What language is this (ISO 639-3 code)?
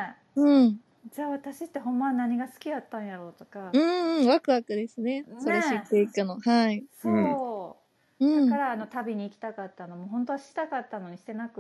jpn